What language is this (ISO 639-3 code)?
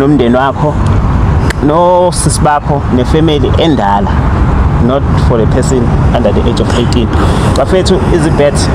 zul